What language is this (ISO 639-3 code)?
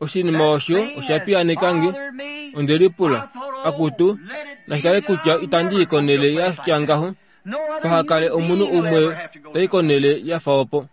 kua